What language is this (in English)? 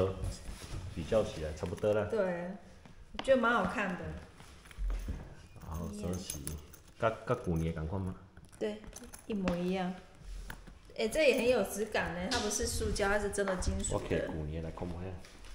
Chinese